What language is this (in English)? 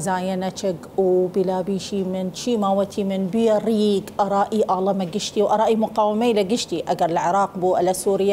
Southern Kurdish